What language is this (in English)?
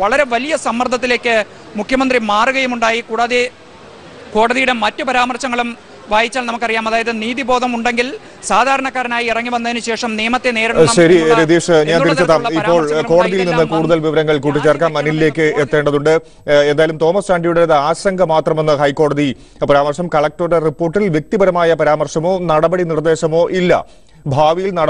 Malayalam